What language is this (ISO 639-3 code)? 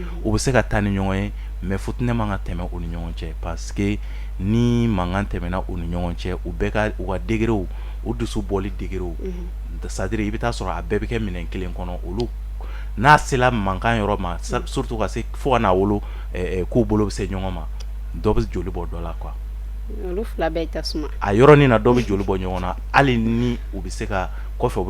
bam